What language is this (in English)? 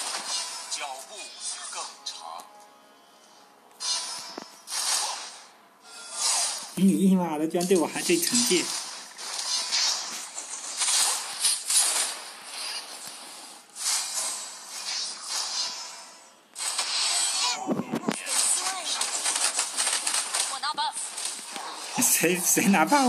Chinese